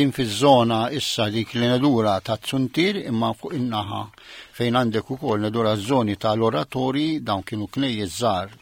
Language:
Maltese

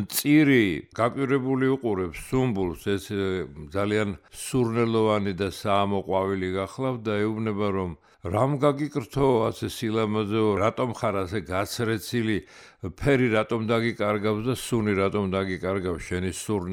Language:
Georgian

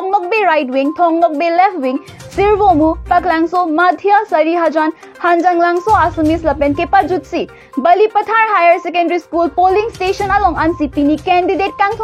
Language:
Karbi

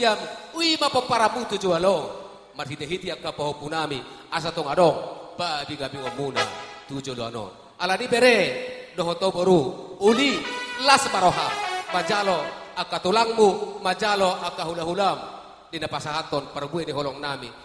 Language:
Batak Toba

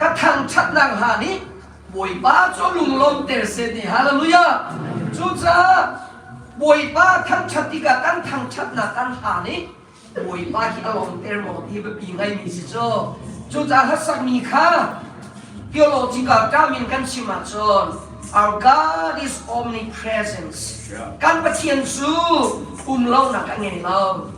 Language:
Hakha Chin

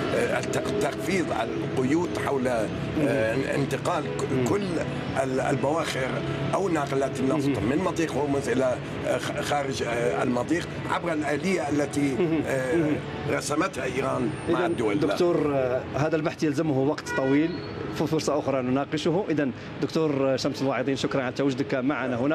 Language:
Arabic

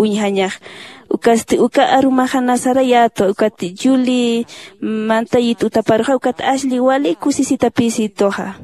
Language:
Aymara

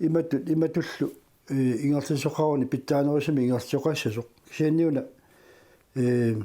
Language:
Kalaallisut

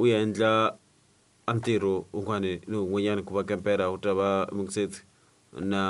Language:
Tsonga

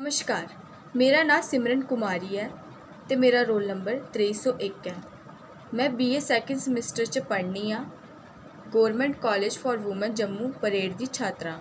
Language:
Dogri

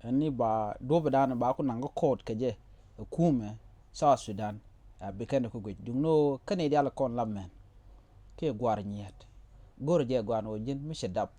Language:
Nuer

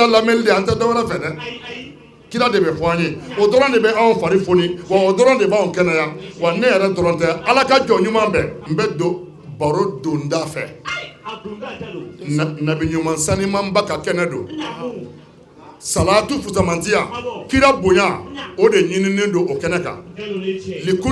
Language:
Bambara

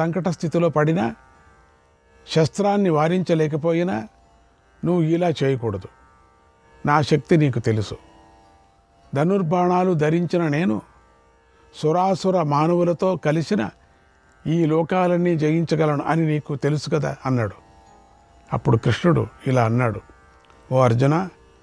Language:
Telugu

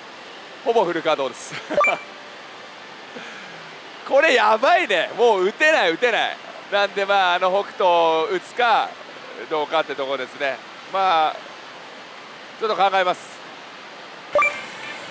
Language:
Japanese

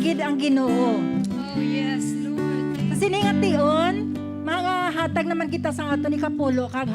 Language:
Hiligaynon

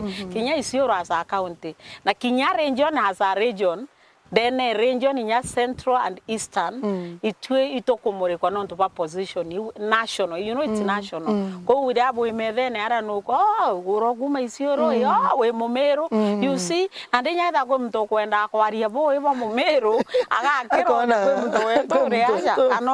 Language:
Meru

